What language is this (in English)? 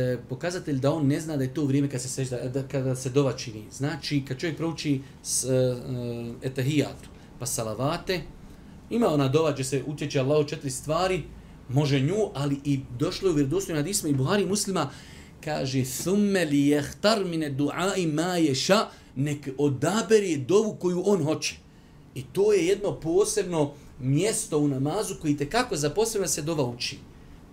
Bosnian